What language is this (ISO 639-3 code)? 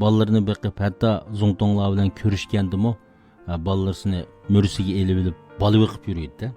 uig